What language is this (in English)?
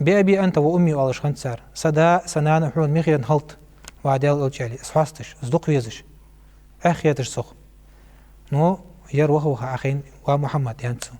Ingush